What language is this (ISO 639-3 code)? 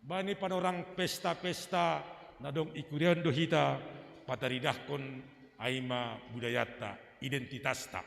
bts